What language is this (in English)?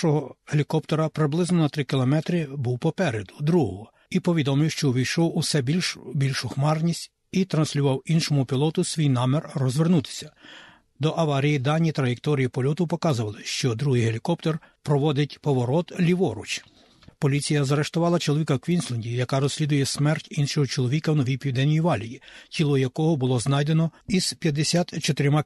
Ukrainian